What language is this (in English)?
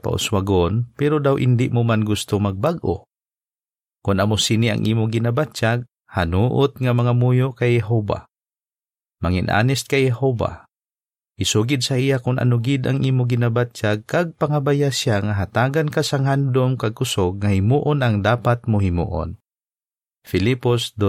Hiligaynon